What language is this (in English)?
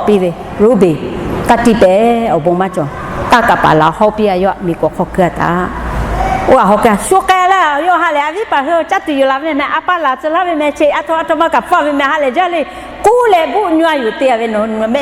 Lahu